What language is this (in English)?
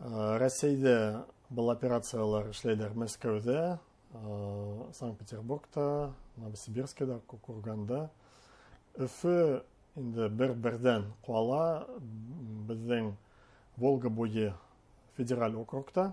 Bashkir